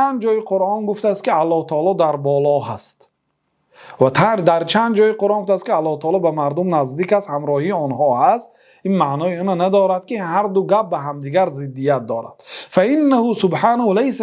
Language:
Persian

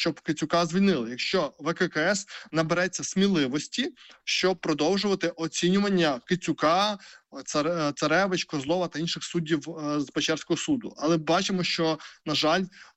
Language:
Ukrainian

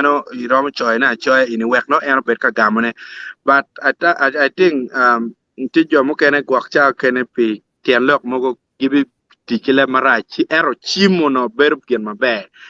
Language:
Acoli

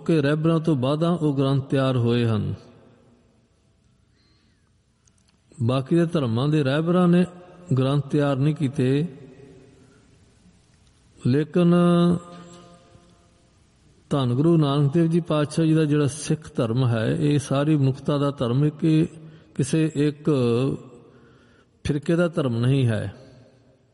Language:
Punjabi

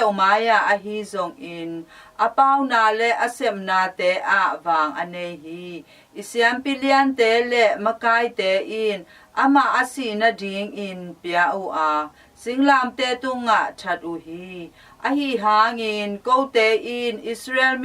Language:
Tedim Chin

